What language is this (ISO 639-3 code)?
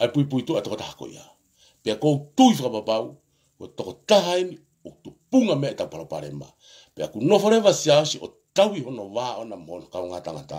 ton